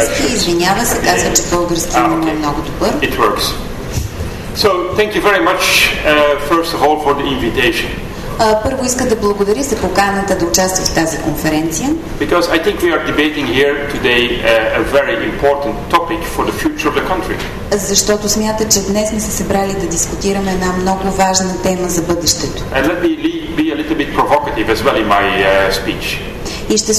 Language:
Bulgarian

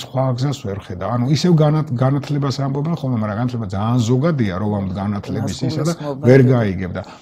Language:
Georgian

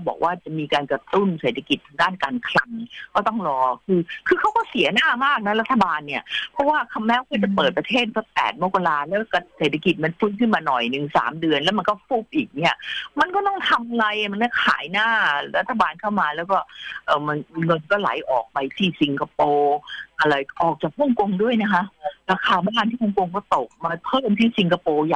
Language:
Thai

